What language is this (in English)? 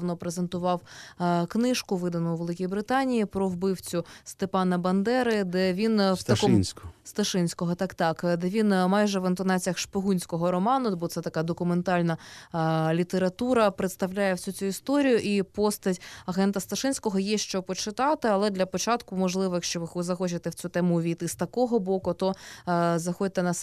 Ukrainian